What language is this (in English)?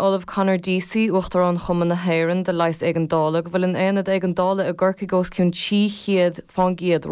Irish